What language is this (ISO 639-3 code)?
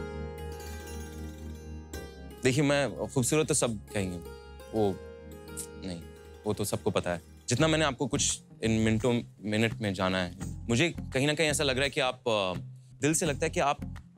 hin